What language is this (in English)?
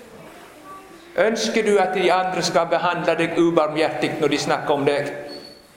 Norwegian